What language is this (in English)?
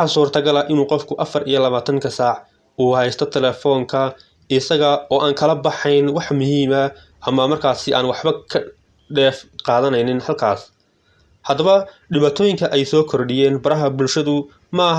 Somali